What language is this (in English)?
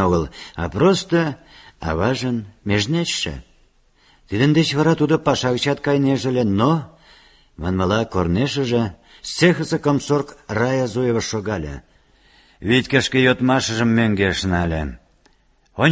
Mari